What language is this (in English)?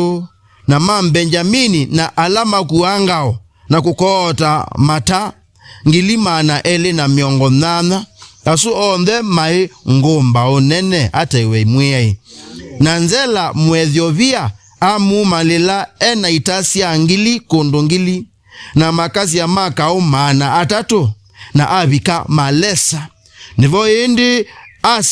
Kamba